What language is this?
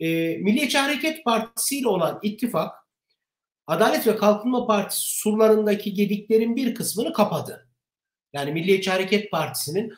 Turkish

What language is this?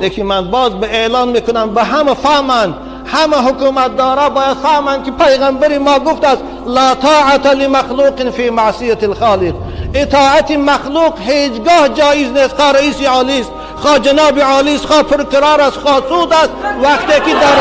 Tajik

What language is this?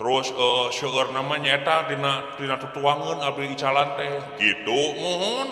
Sundanese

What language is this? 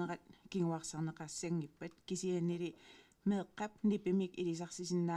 Kalaallisut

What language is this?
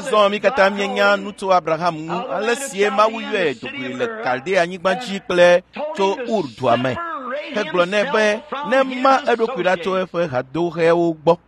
Ewe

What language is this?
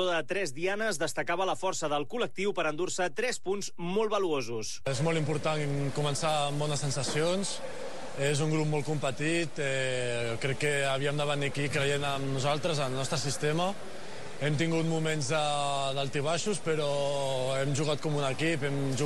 Catalan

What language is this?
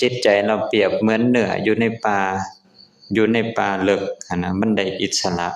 Lao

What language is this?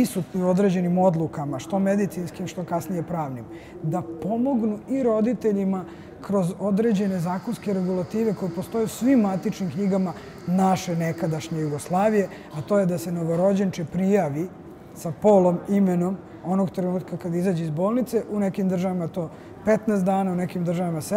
Bosnian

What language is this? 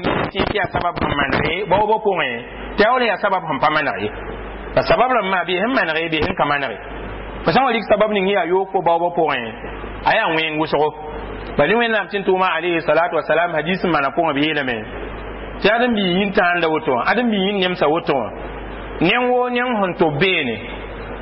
Mossi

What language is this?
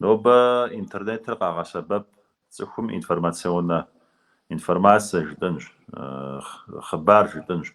Kabardian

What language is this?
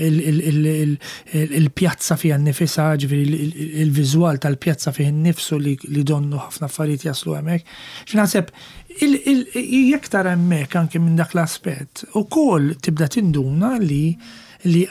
Maltese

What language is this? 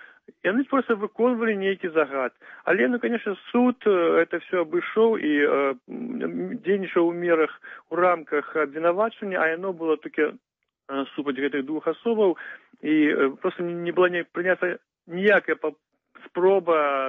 Belarusian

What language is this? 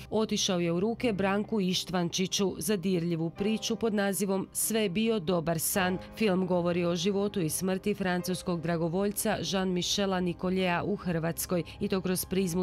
Croatian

